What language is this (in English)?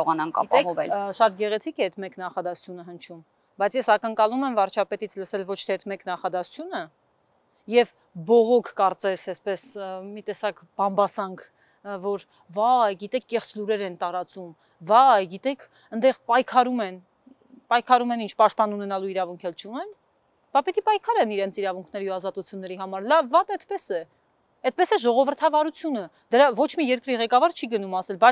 Armenian